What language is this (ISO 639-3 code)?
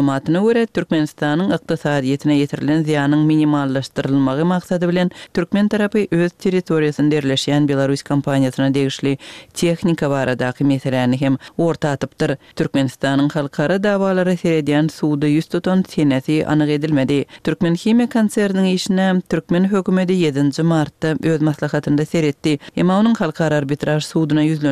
tuk